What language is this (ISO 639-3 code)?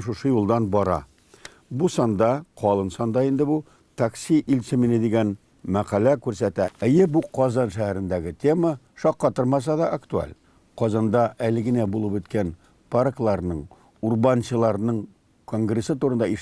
tat